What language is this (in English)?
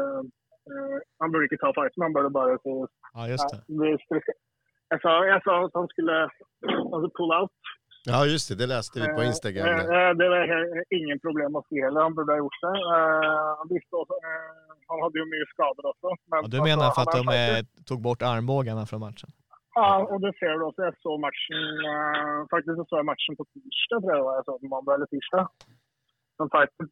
Swedish